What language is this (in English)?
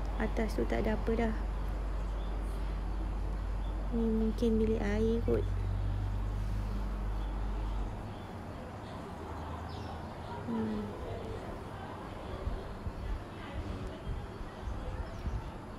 Malay